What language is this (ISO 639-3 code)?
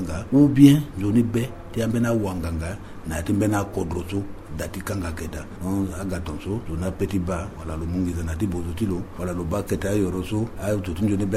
sag